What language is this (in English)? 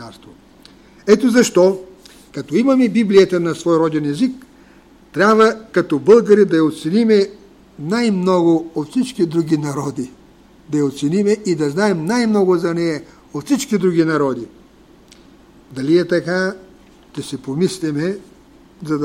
Bulgarian